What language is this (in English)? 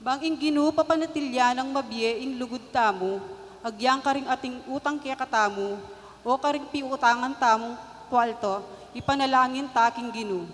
Pampanga